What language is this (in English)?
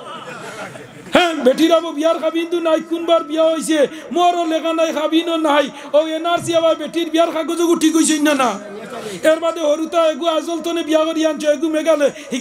Sylheti